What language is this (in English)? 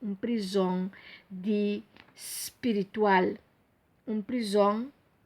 Papiamento